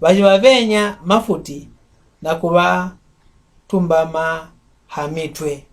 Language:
Mbunda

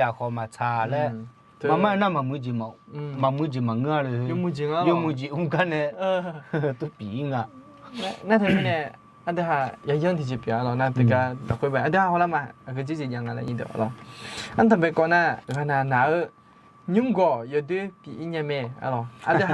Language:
Akha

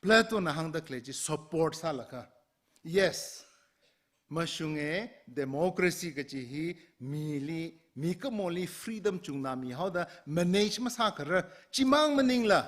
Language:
Tangkhul Naga (India)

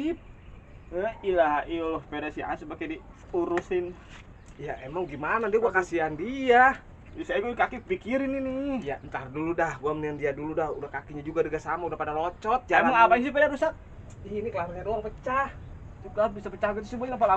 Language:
Betawi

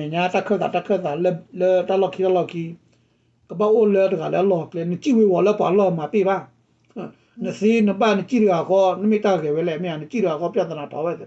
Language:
S'gaw Karen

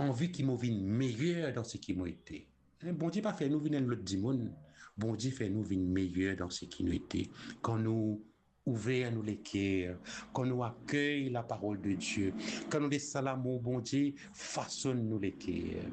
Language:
Morisyen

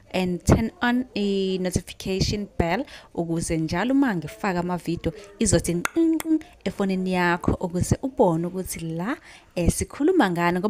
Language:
Zulu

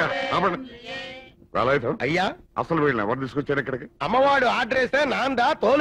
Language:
Telugu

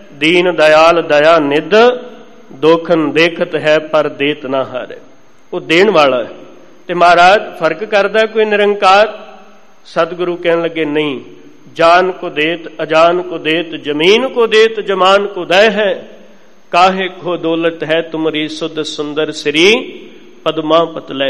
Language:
Punjabi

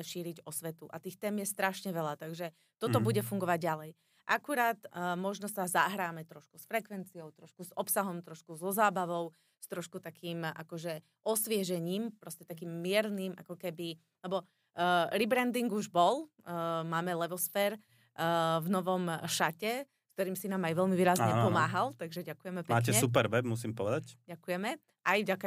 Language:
Slovak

